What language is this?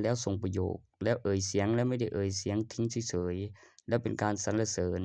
Lao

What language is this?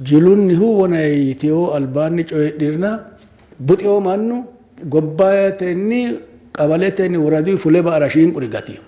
Sidamo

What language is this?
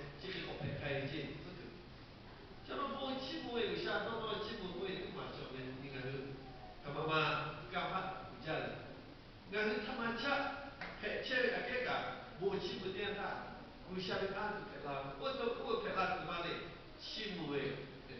Lahu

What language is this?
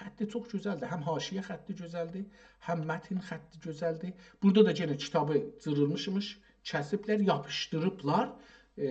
South Azerbaijani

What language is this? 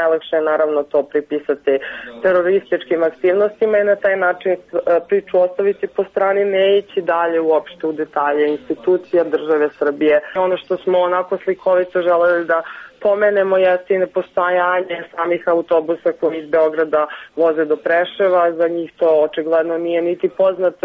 Serbian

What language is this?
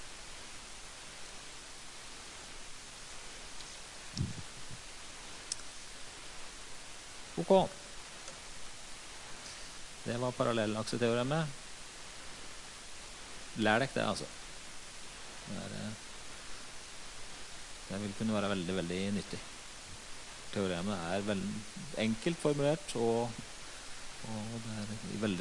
Norwegian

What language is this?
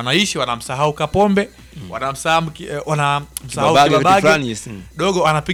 Swahili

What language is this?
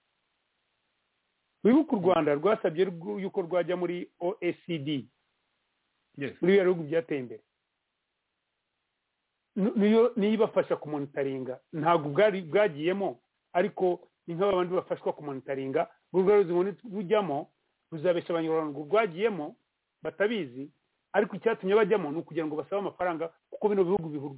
Kinyarwanda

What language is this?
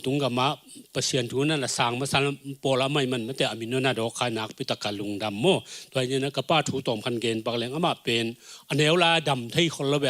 Tedim Chin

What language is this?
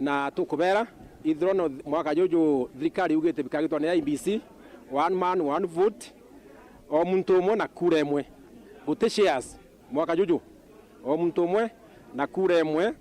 Meru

